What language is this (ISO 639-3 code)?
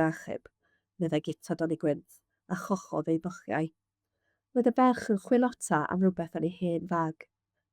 cym